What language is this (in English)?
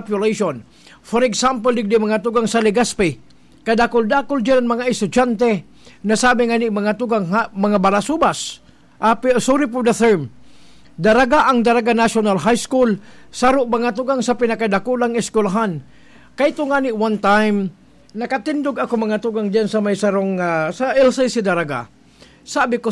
Bikol